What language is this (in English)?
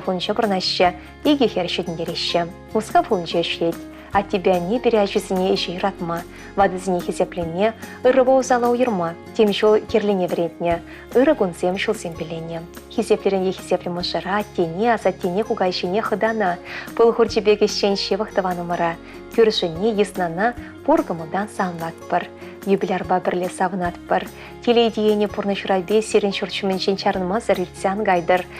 Chuvash